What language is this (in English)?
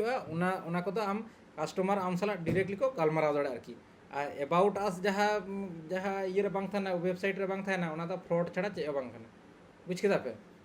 Santali